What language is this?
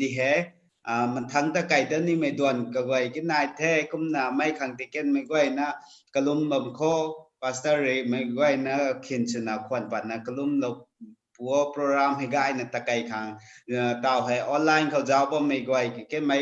Rongmei Naga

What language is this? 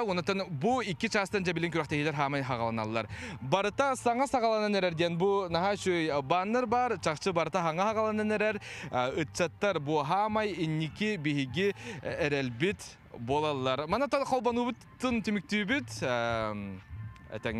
Yakut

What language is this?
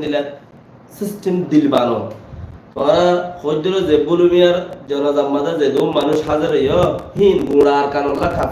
Rohingya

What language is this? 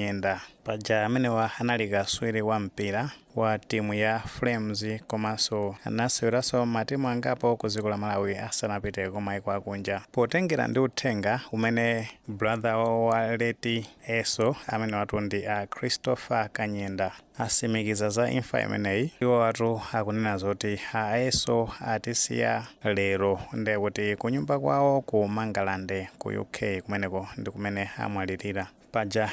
Nyanja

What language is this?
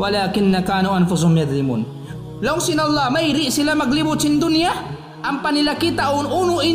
Tausug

